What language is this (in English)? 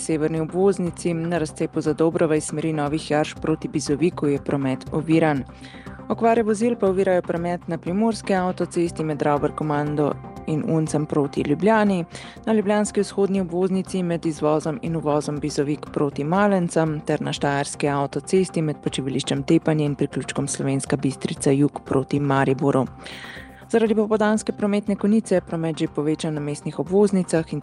Slovenian